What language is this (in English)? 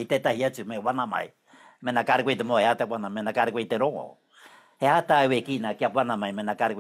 Māori